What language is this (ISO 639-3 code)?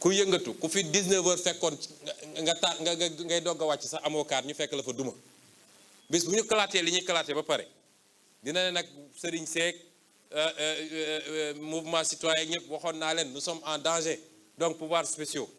wol